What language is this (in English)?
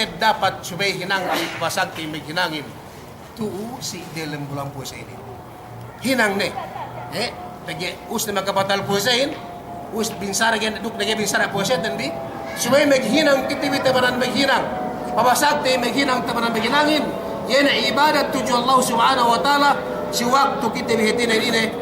Yakan